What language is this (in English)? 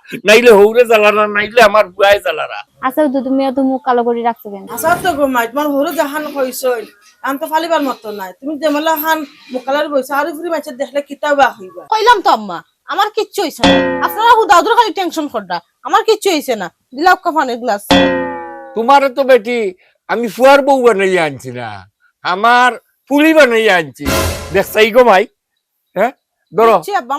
Sylheti